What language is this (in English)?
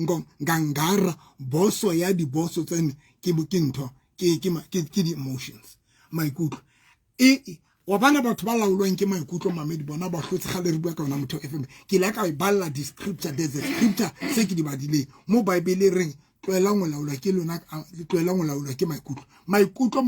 Southern Sotho